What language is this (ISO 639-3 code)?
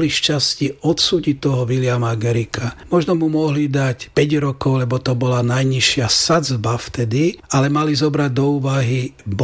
slk